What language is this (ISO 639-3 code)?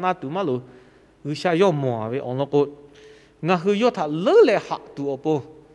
lhu